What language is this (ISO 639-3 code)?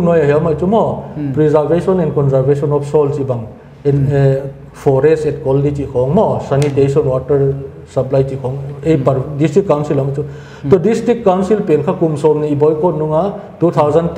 pck